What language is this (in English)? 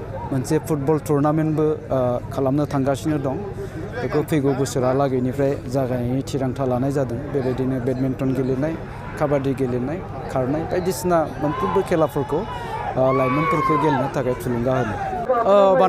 Bodo